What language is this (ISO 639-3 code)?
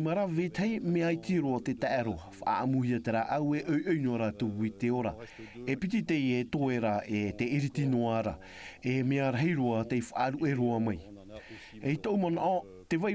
tah